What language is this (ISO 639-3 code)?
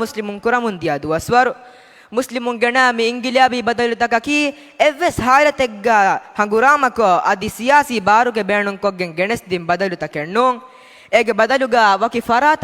div